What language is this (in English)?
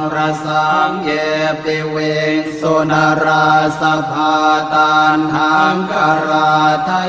Pali